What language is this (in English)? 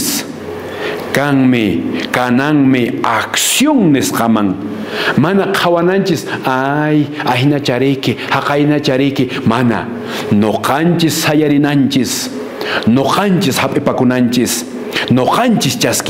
Quechua